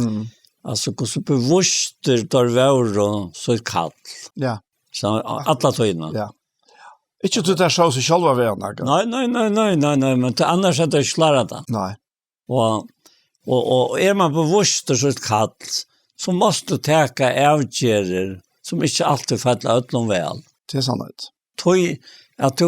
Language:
Faroese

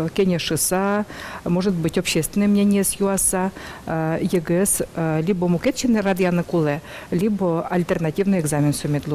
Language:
Udmurt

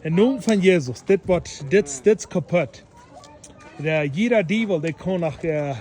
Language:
Plautdietsch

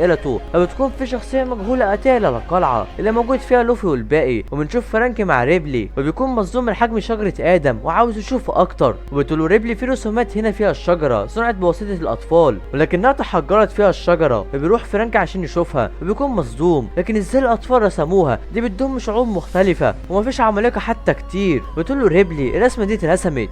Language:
Egyptian Arabic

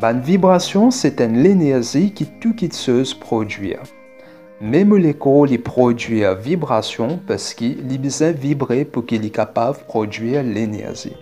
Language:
Morisyen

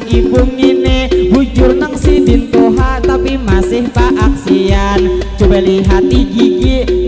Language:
Banjar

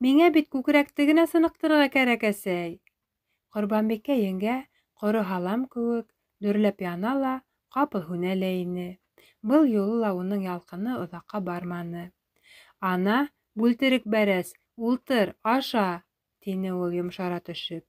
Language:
Bashkir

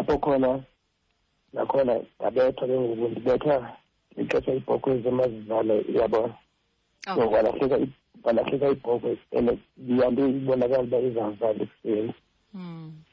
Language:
Xhosa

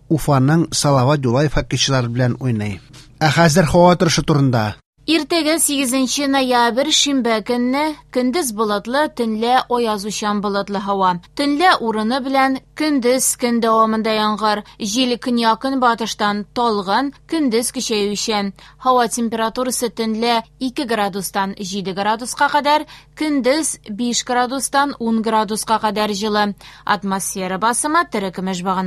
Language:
Tatar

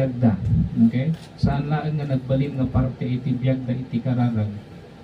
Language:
Iloko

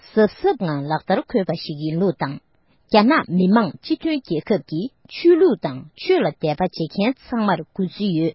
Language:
Tibetan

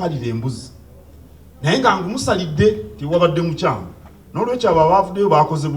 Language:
Ganda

